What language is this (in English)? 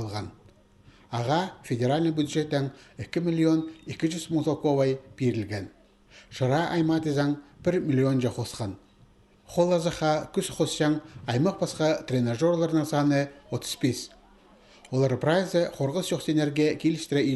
Khakas